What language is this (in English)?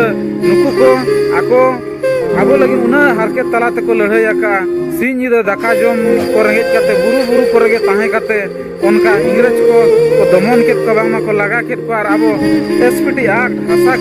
Santali